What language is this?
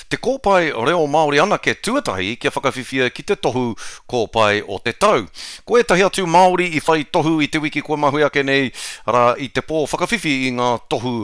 Māori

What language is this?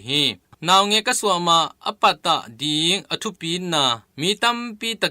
Tedim Chin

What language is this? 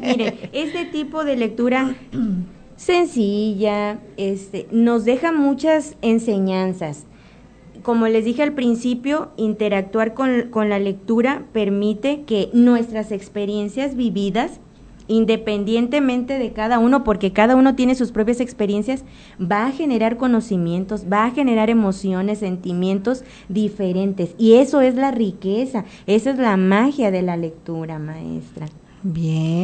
Spanish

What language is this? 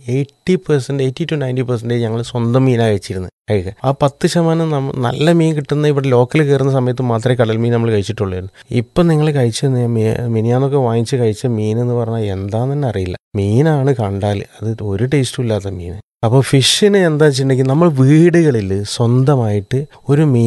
Malayalam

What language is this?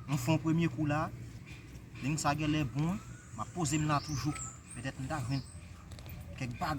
Haitian Creole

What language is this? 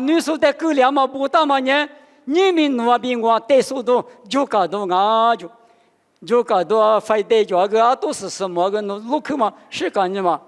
Lisu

